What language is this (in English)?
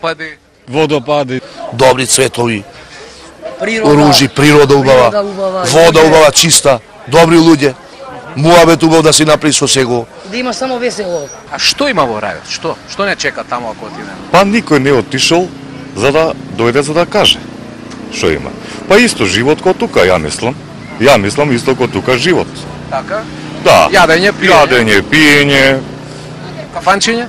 Macedonian